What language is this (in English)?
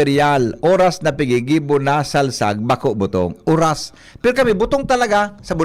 Bikol